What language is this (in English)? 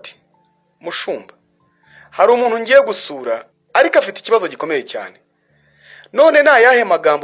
Kinyarwanda